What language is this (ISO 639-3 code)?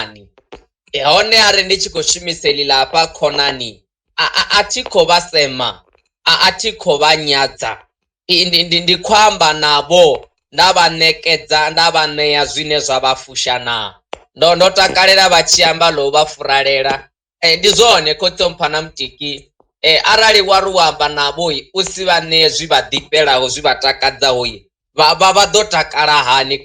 ven